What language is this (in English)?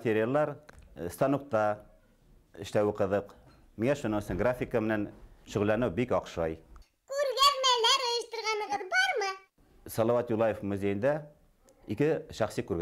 Bashkir